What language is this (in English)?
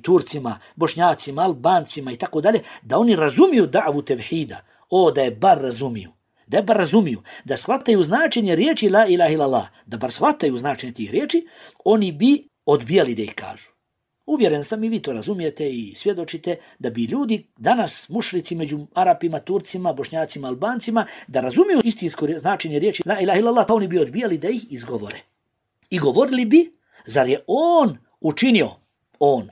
Bosnian